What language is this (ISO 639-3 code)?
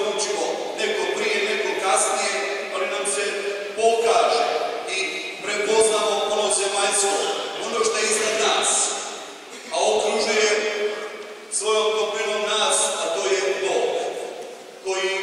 hrv